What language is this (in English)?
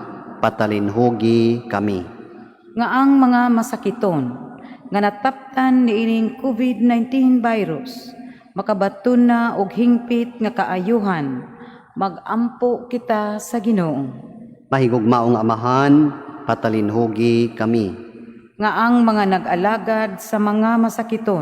Cebuano